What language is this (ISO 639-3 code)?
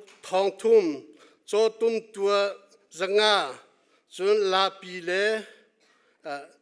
cnh